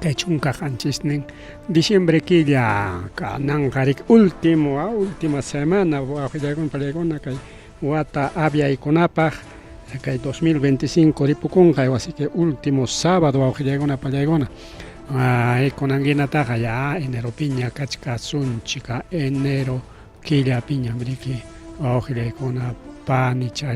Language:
Ayacucho Quechua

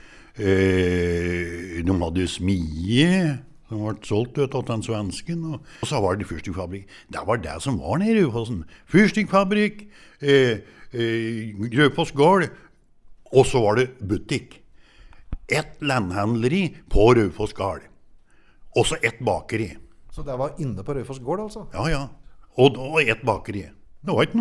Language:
Norwegian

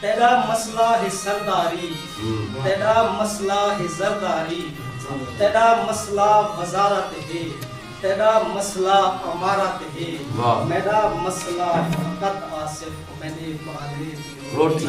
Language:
Saraiki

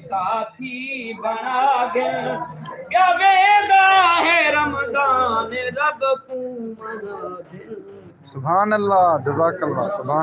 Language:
Saraiki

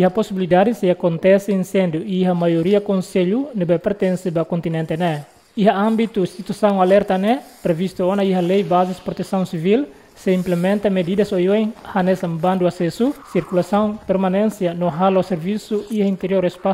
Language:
Tetum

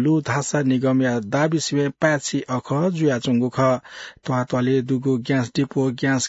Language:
Newari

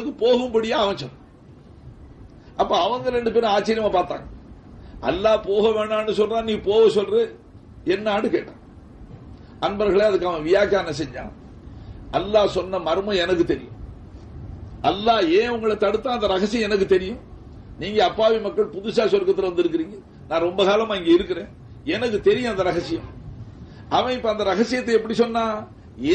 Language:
Tamil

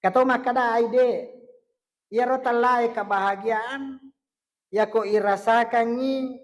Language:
Buginese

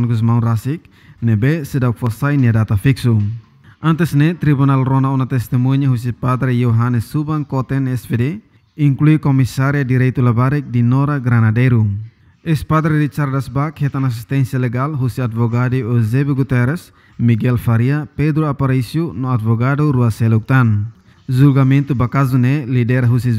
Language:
Tetum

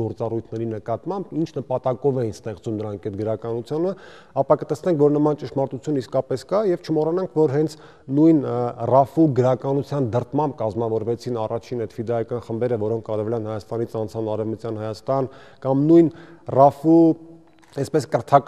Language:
Armenian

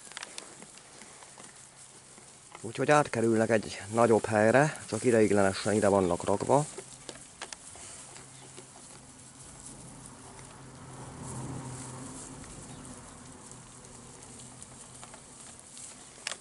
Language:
Hungarian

